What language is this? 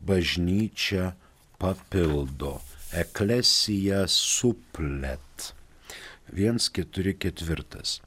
Lithuanian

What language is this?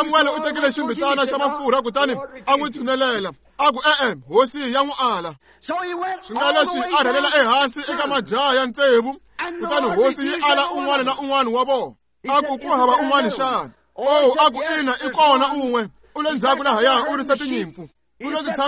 Tsonga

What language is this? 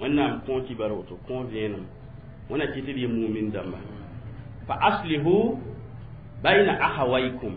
Mossi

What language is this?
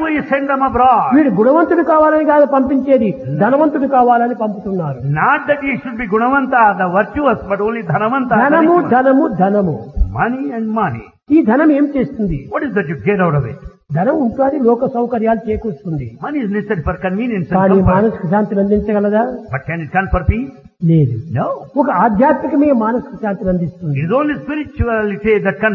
Telugu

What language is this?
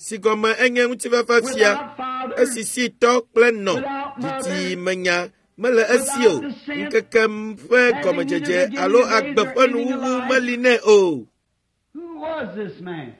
Ewe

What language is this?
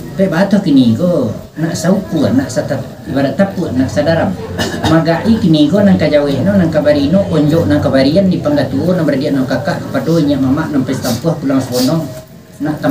Minangkabau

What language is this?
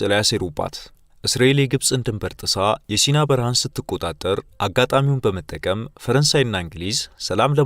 Amharic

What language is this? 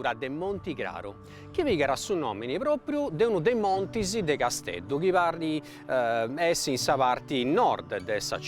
Sardinian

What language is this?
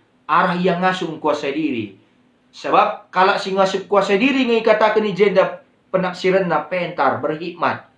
Batak Karo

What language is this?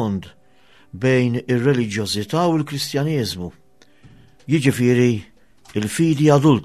Maltese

